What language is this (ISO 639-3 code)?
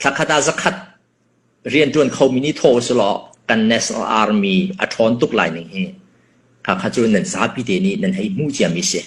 cnh